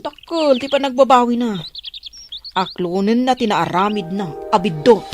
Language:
Iloko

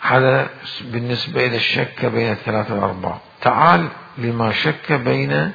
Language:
Mesopotamian Arabic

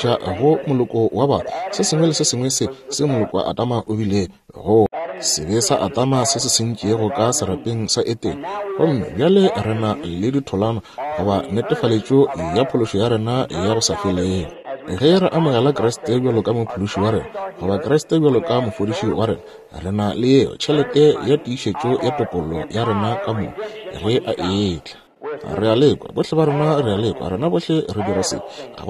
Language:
Northern Sotho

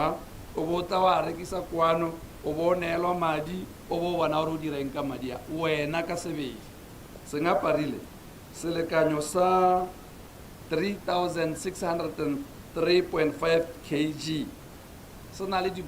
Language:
Tswana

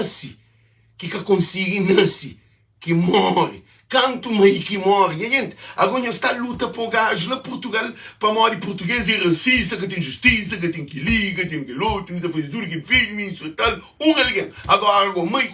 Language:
Kabuverdianu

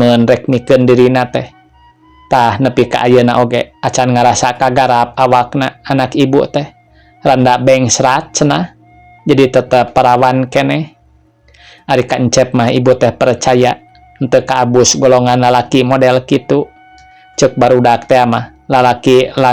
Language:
Sundanese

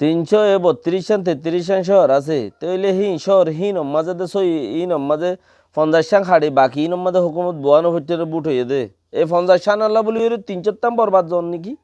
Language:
Rohingya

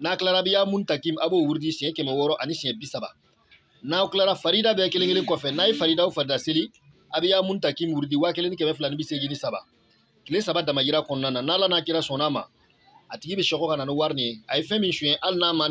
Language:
Bambara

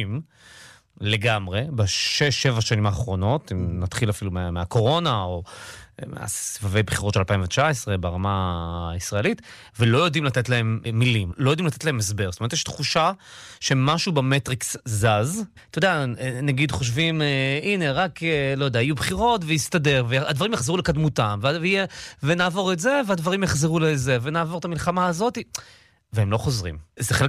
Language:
Hebrew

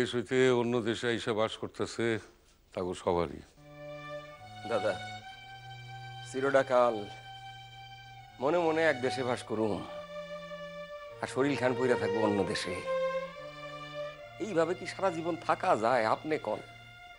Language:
Bangla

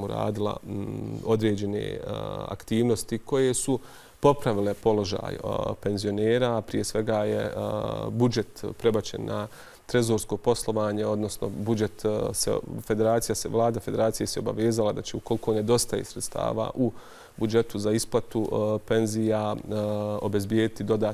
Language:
Bosnian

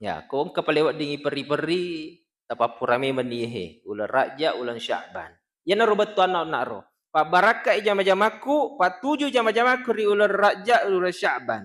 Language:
Buginese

